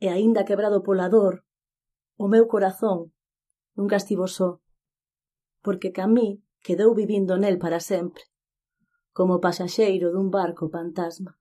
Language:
Galician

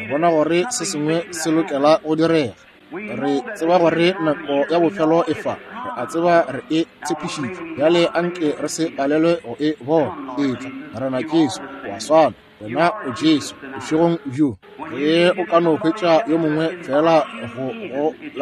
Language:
Northern Sotho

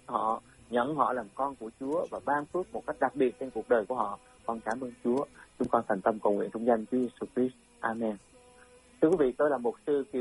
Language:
Vietnamese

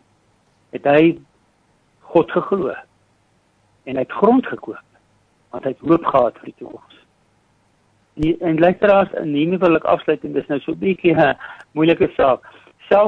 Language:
Afrikaans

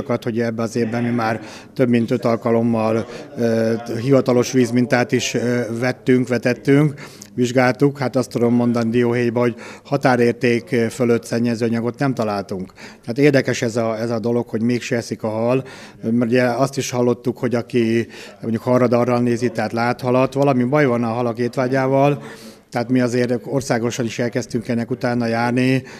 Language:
Hungarian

